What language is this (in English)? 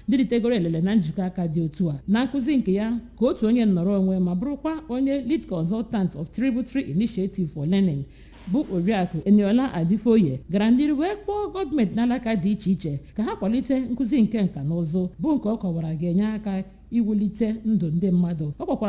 Igbo